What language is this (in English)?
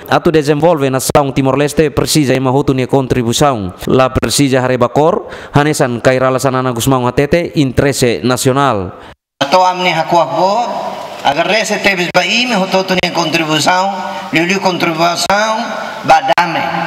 Tetum